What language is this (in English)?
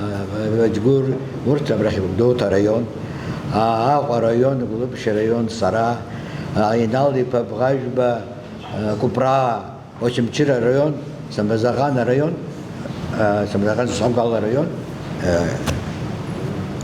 Abkhazian